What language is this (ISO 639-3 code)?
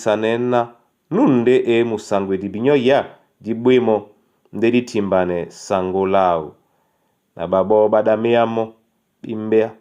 dua